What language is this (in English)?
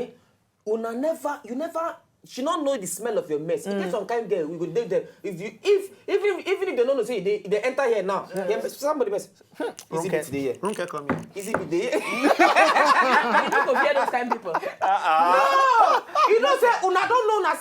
Nigerian Pidgin